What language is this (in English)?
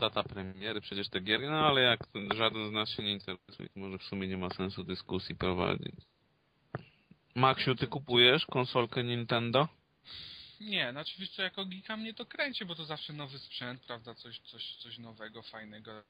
Polish